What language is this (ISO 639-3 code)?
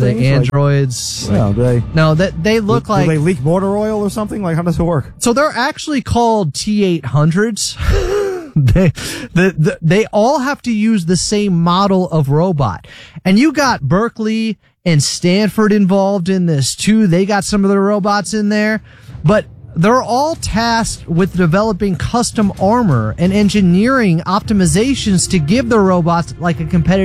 eng